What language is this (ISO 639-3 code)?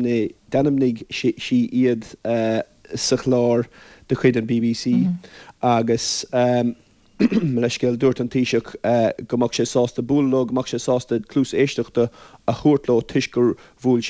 gle